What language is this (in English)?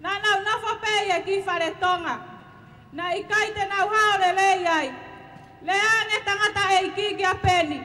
Tongan